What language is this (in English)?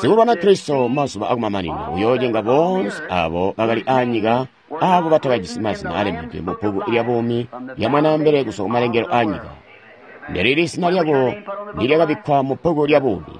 Tonga (Zambia)